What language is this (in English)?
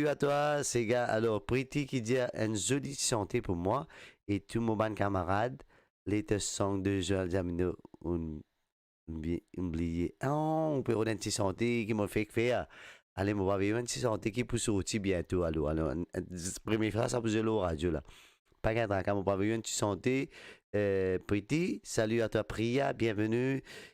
Morisyen